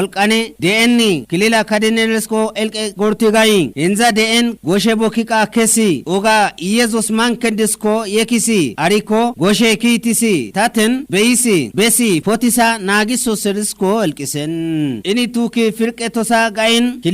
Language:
Kafa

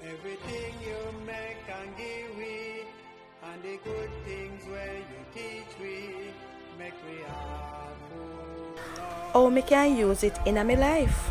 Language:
Jamaican Creole English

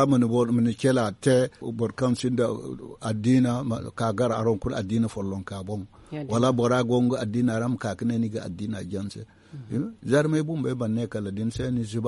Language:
Zarma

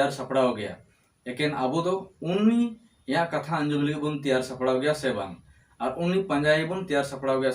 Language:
Santali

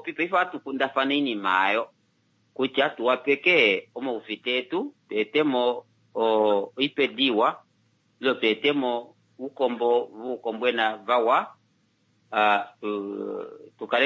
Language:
Kuanyama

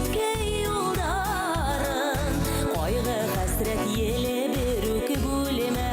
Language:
Bashkir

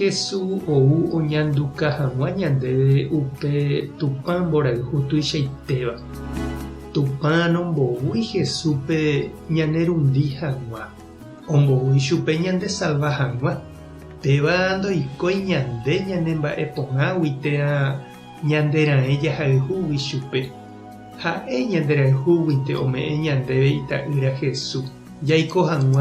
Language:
Guarani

